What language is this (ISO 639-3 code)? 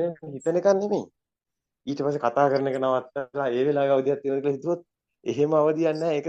sin